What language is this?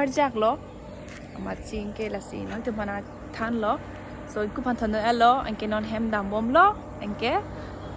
Karbi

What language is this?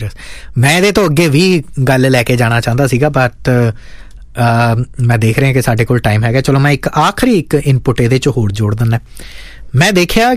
Punjabi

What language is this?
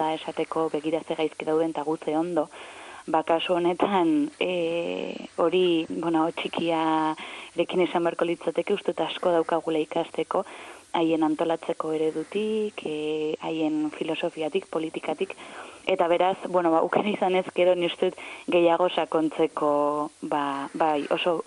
Basque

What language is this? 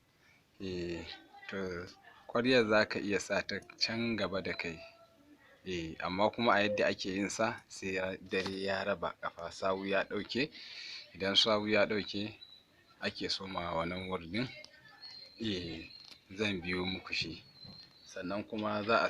Hausa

